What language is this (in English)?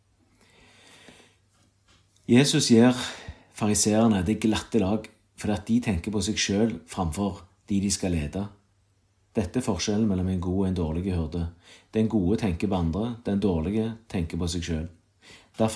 Norwegian